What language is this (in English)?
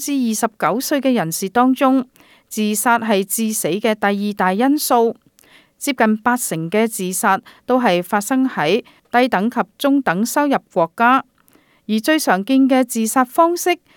Cantonese